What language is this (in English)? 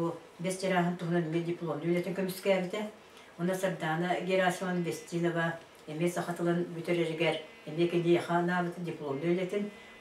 Yakut